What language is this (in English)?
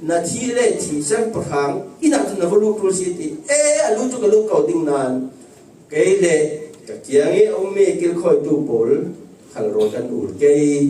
Falam Chin